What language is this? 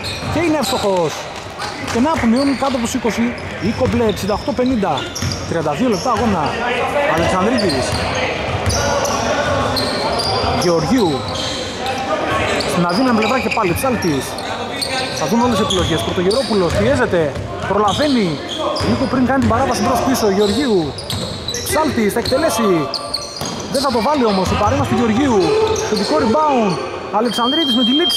Greek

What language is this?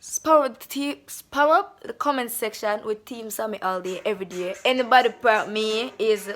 Jamaican Creole English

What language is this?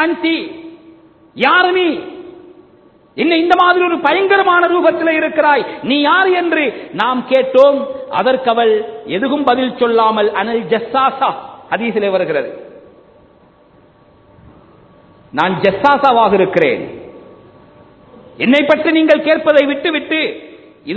Tamil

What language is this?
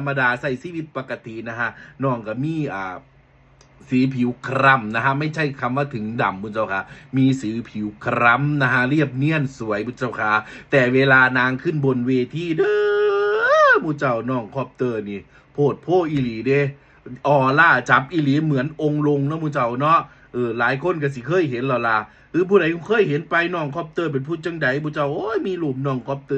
Northeastern Thai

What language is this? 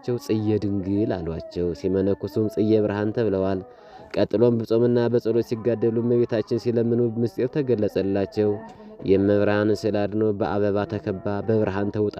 Amharic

